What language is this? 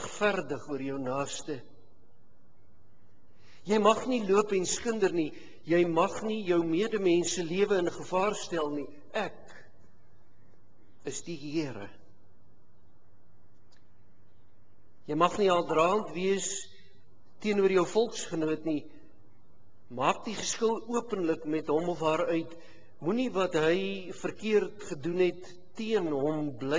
Afrikaans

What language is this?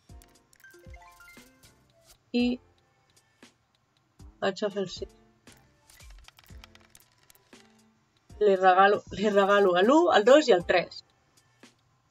Catalan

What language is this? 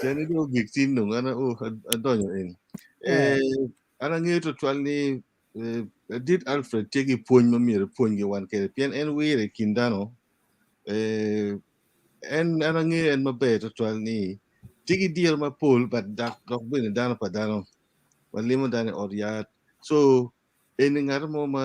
Acoli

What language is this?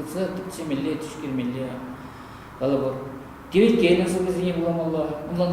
Chuvash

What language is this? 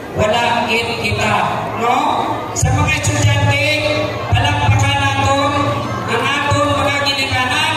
Hiligaynon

